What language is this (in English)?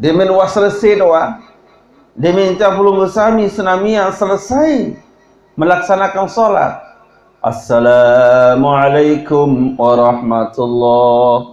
Sasak